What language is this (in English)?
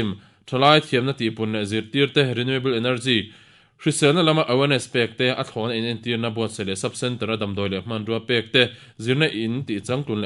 Mizo